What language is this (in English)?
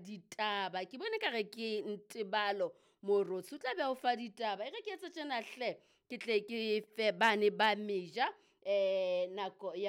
Southern Sotho